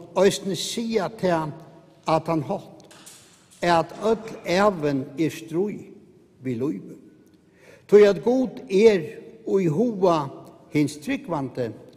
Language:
Faroese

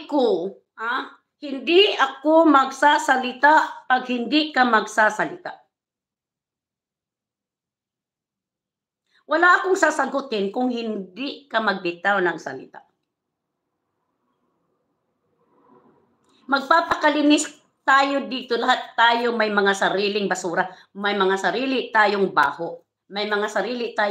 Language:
Filipino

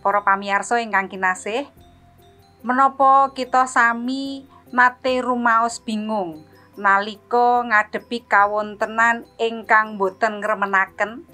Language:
Javanese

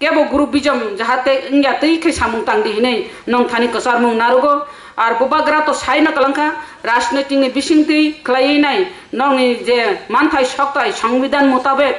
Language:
Kok Borok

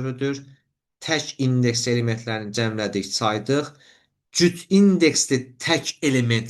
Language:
Azerbaijani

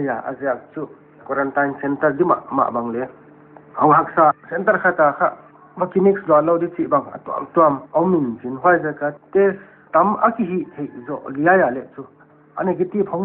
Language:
Paite Chin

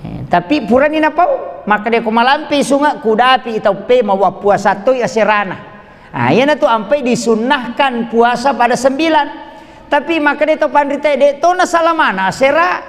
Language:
Buginese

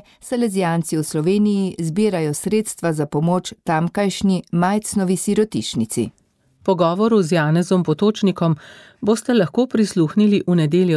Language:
Slovenian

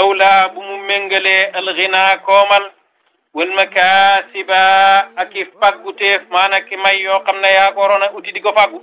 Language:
Wolof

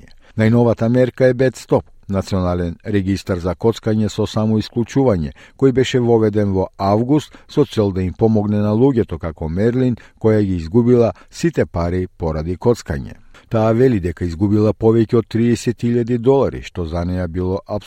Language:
Macedonian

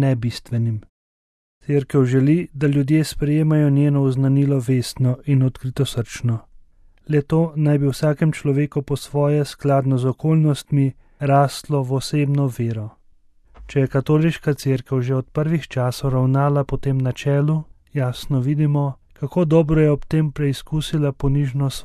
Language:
Slovenian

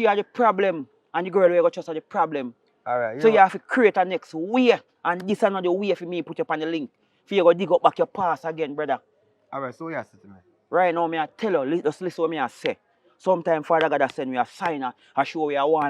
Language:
Jamaican Creole English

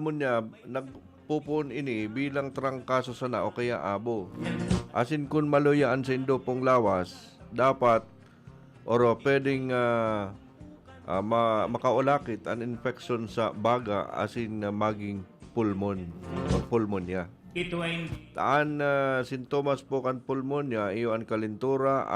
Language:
Bikol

